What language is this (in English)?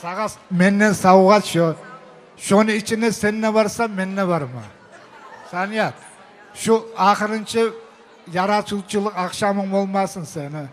Kumyk